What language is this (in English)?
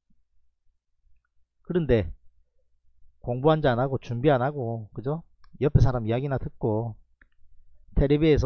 Korean